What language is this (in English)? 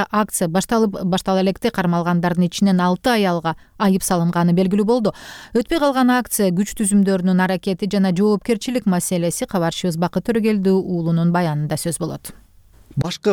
Kyrgyz